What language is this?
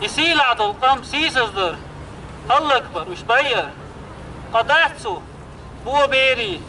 Chechen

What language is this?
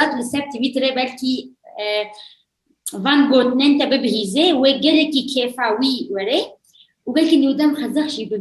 Kurdish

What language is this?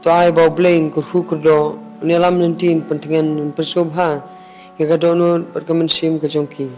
Khasi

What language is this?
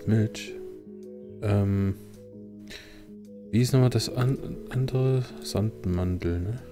German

